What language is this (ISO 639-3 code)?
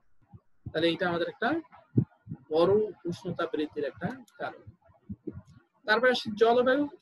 ben